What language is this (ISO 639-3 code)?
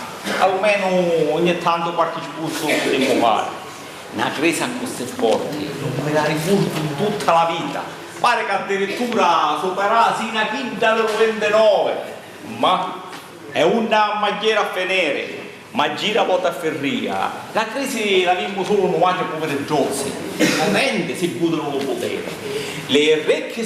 scn